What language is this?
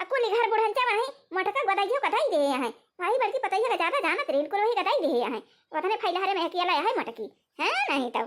Awadhi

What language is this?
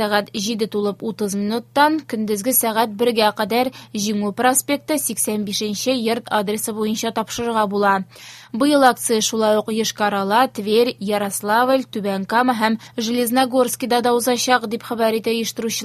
Tatar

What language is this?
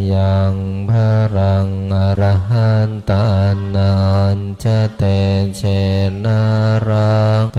Pali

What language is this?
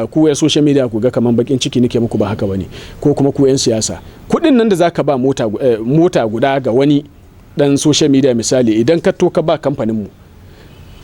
Hausa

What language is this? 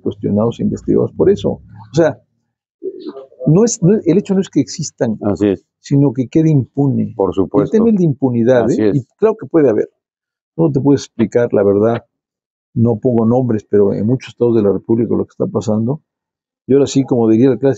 Spanish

